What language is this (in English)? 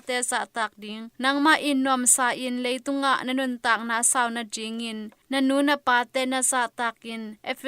Tedim Chin